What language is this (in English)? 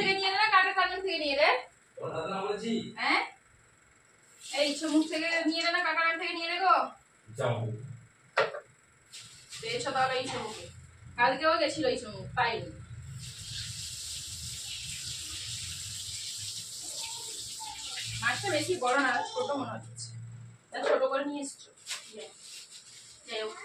Bangla